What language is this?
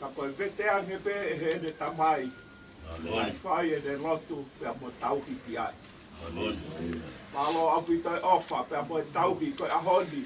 Tongan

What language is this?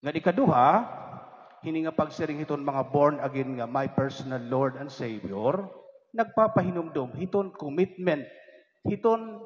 Waray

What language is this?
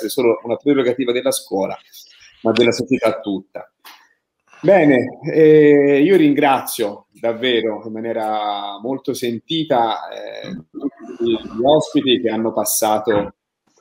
Italian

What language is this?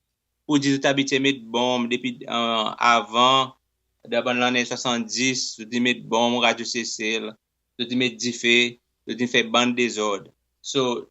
Seselwa Creole French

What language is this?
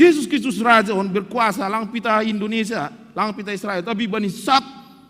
Batak Simalungun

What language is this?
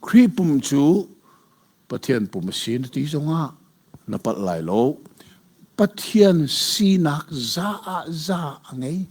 Hakha Chin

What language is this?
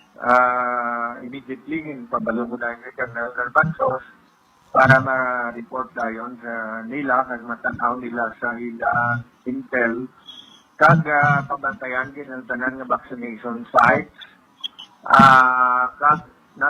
Hiligaynon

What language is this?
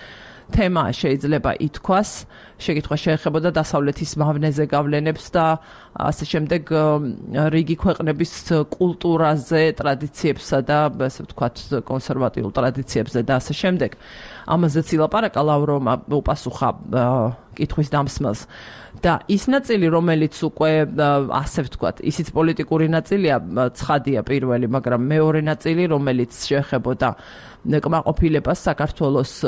Georgian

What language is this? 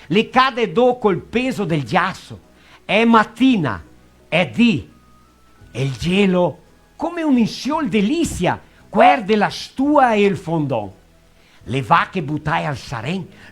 Venetian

